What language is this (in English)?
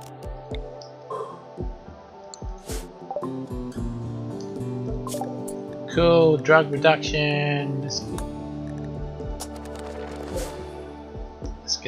English